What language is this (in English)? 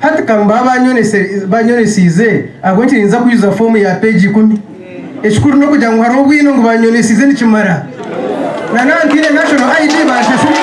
Nyankole